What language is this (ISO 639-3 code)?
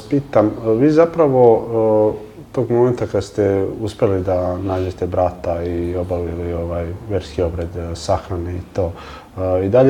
srp